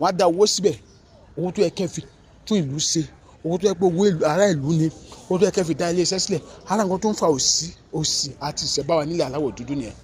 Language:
Yoruba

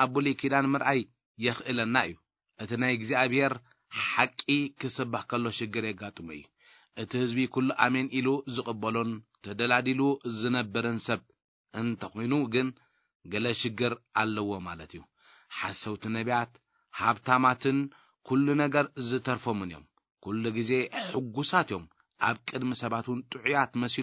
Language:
Tigrinya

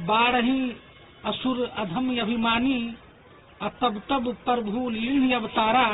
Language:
Magahi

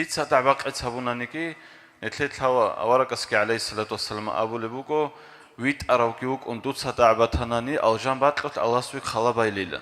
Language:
Avaric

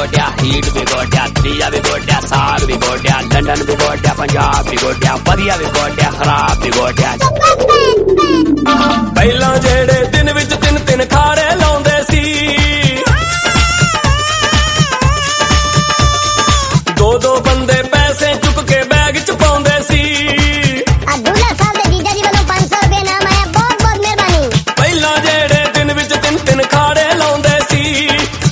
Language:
Punjabi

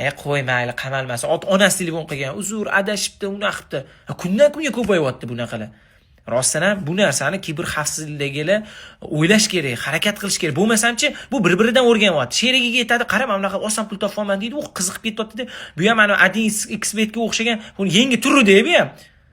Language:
Uzbek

